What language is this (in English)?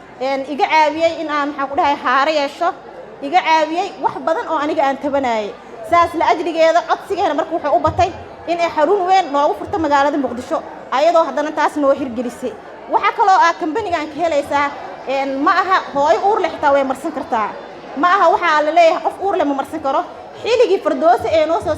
Somali